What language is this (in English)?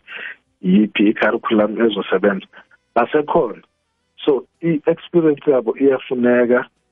South Ndebele